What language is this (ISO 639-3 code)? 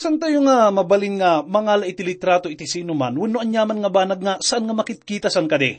ilo